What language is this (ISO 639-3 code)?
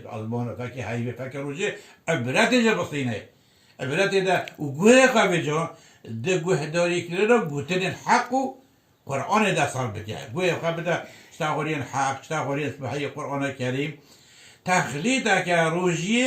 kur